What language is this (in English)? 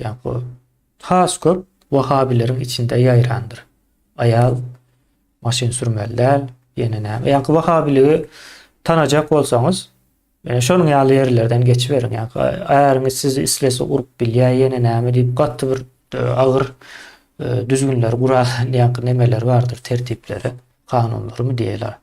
Turkmen